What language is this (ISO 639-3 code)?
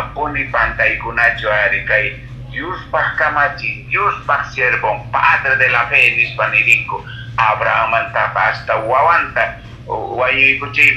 que